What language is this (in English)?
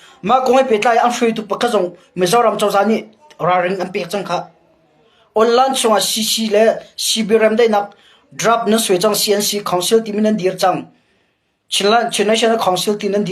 Hakha Chin